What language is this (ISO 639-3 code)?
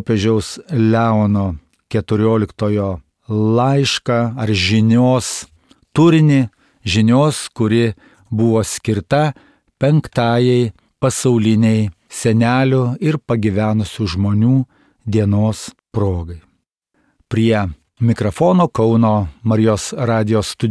lit